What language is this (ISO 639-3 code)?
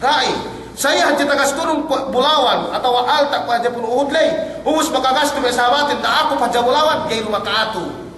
yka